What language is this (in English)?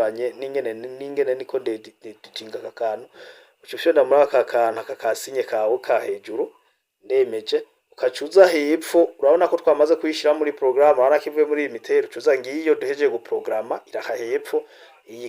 Rundi